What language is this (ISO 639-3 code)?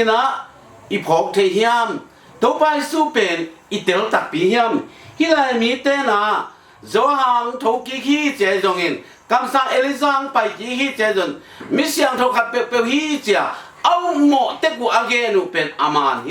ctd